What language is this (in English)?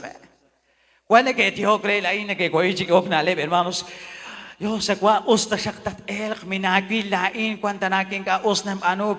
Kekchí